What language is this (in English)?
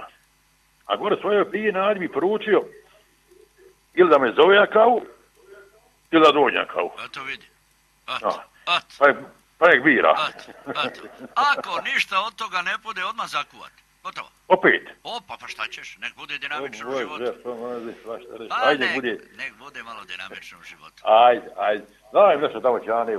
Croatian